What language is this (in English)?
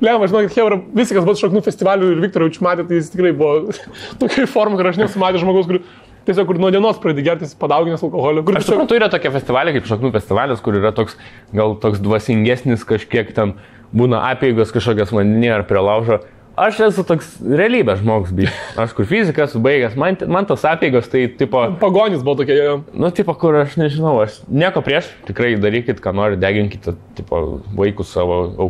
Lithuanian